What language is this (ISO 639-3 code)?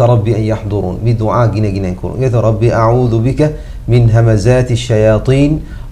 div